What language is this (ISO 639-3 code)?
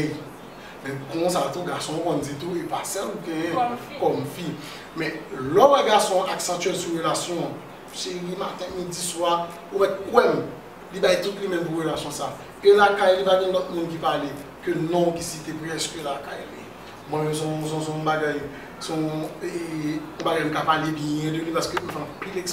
hat